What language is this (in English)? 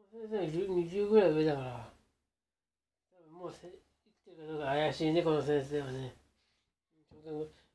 Japanese